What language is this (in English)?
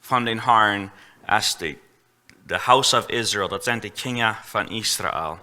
Plautdietsch